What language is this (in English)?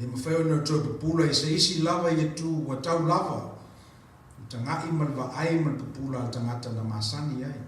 Samoan